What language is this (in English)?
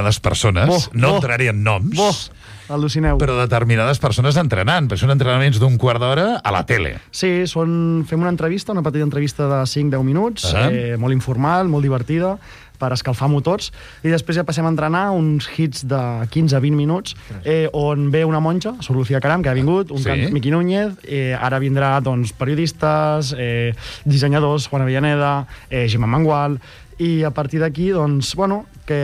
Catalan